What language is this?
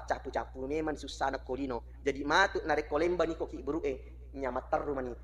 Buginese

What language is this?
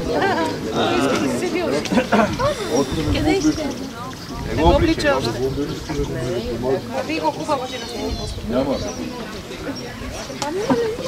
Bulgarian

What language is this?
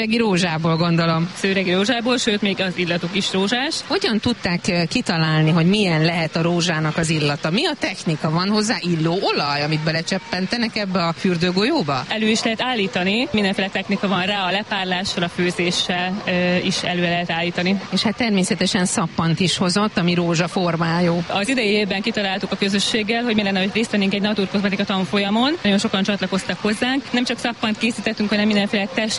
Hungarian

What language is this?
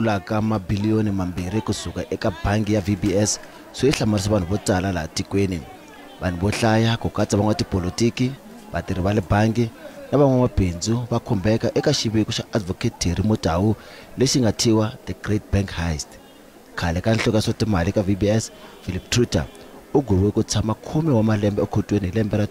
Tsonga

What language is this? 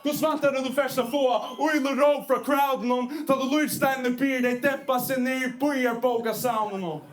Faroese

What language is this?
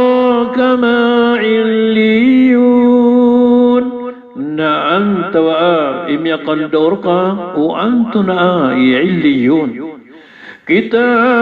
Maranao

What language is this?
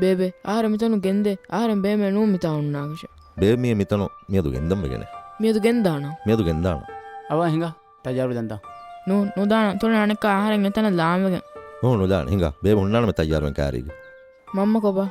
Divehi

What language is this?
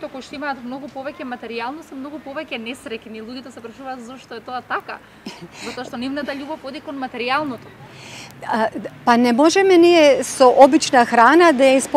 Macedonian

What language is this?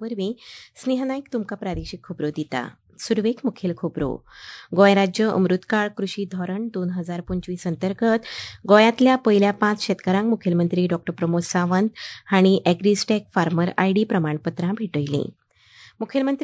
Konkani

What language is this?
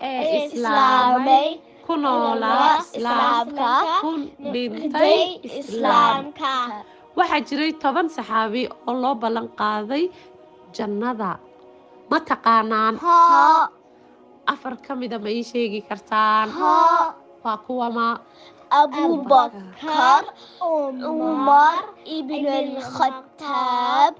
Somali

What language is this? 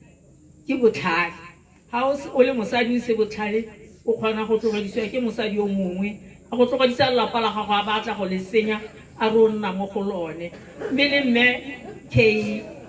Tswana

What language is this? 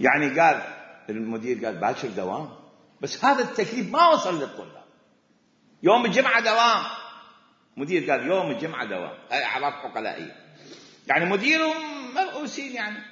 Mesopotamian Arabic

